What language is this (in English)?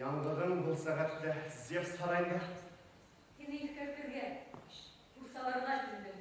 Bashkir